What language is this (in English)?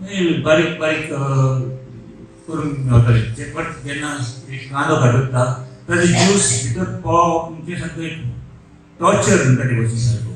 Konkani